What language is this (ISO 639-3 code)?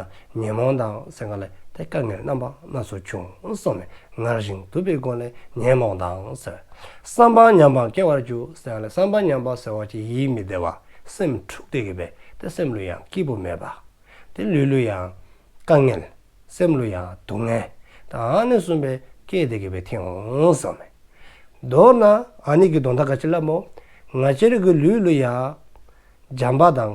dzo